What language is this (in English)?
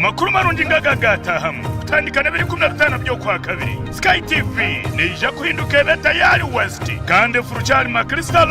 Nyankole